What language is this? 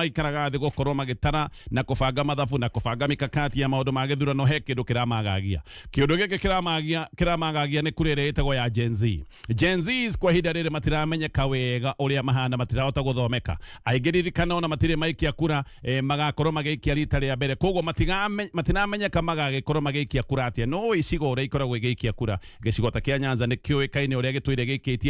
Kikuyu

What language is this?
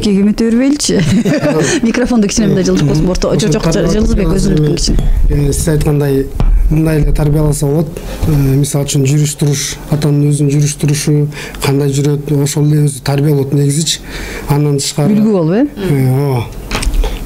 Kyrgyz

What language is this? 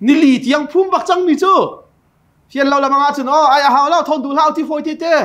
Hakha Chin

